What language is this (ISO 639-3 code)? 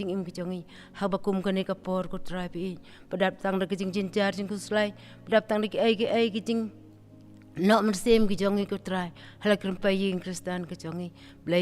kha